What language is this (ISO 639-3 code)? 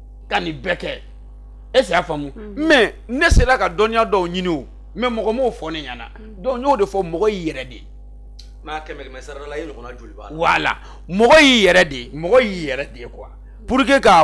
bam